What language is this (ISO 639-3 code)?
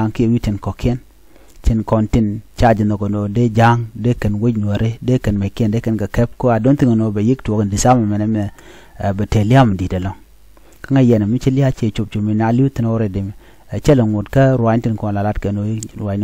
nus